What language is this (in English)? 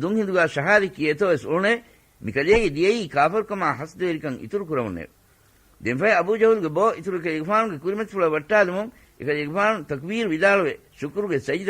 Divehi